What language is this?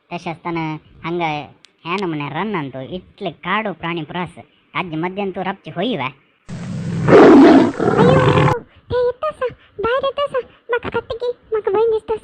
Konkani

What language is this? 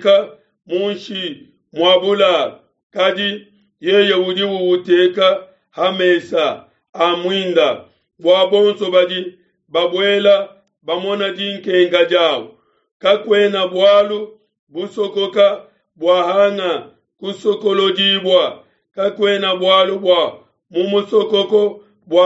Luba-Lulua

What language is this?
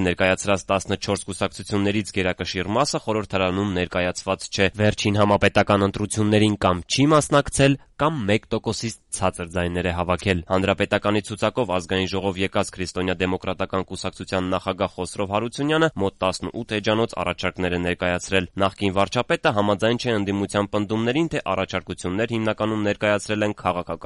Armenian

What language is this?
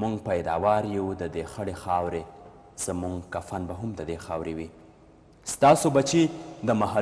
Pashto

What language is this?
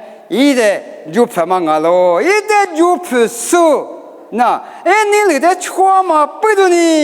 Lisu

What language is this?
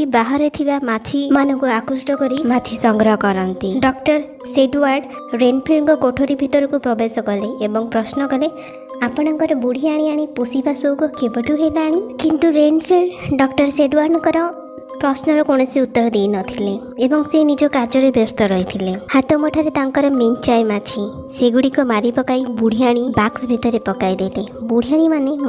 Odia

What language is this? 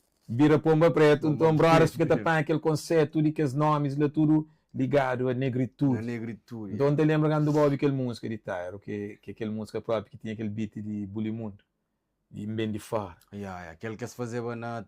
Kabuverdianu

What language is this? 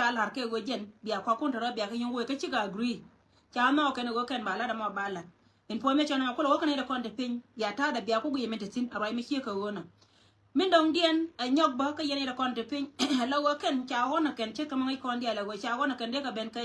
Nuer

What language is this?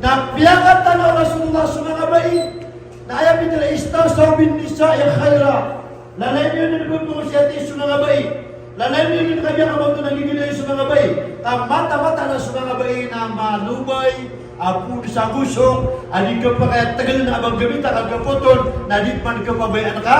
Maranao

